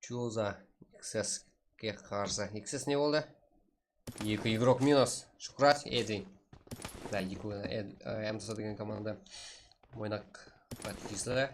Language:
Kara-Kalpak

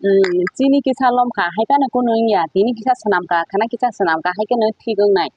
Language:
Kok Borok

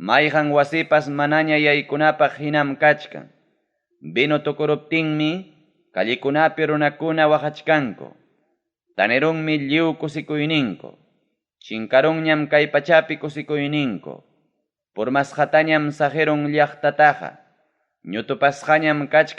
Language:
Ayacucho Quechua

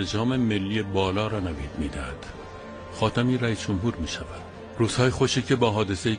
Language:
Persian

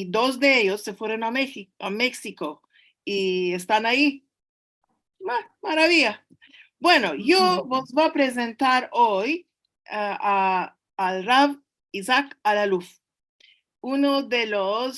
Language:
Ladino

